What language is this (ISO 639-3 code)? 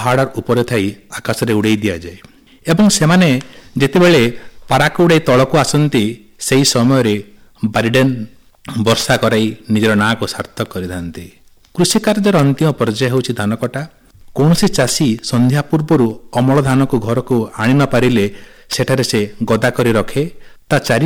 ori